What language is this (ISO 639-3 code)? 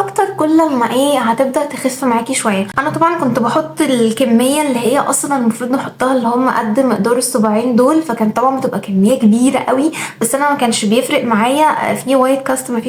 arz